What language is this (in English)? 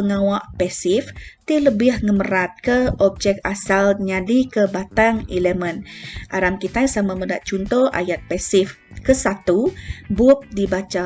Iban